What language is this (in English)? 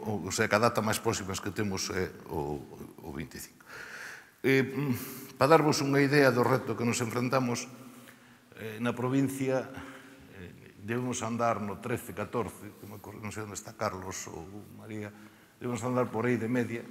Galician